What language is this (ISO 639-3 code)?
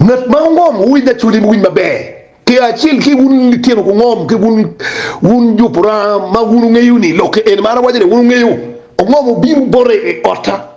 ach